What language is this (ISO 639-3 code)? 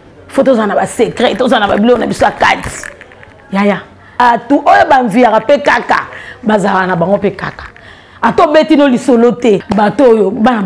lin